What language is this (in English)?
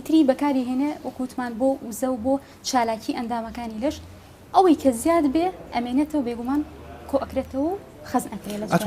Central Kurdish